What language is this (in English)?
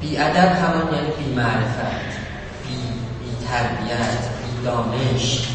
South Azerbaijani